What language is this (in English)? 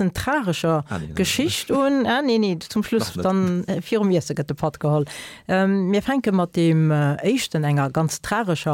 Luxembourgish